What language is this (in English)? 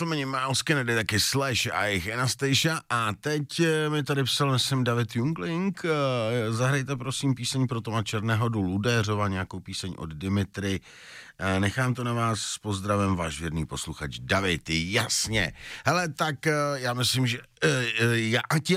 Czech